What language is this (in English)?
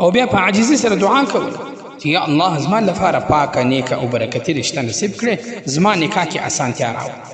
Pashto